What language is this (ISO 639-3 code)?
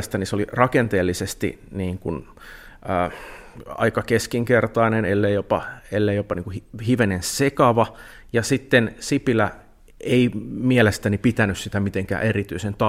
fin